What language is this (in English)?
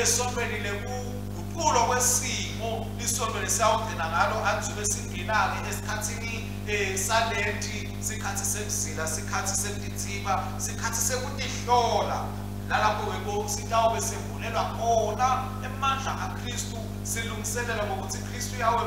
Swati